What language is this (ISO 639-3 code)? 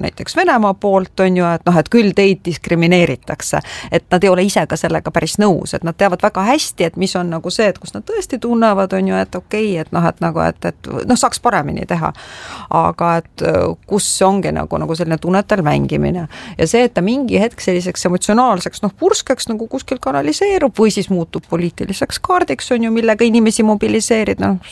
est